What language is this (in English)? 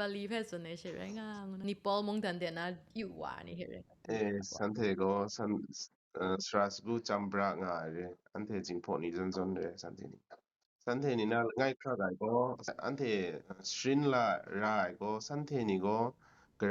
Kachin